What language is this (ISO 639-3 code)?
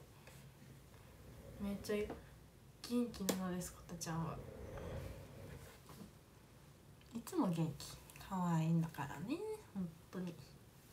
jpn